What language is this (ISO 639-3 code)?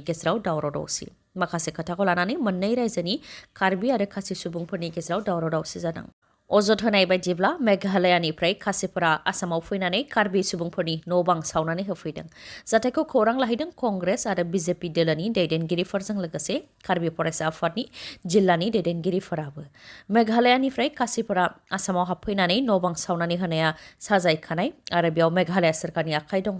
brx